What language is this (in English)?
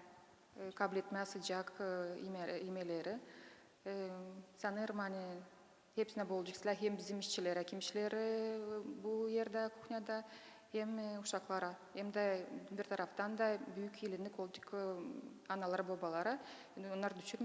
Gagauz